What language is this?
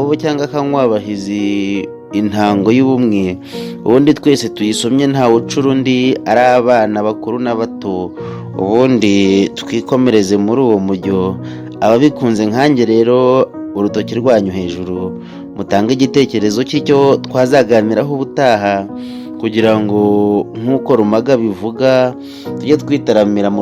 Kinyarwanda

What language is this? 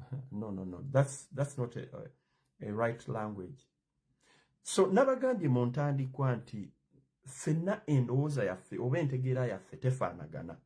Ganda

